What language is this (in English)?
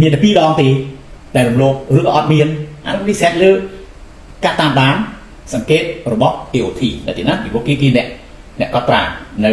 Khmer